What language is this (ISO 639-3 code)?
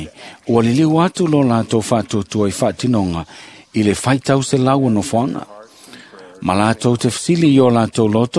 smo